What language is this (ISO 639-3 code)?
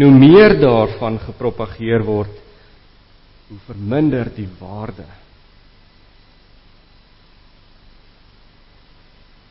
afr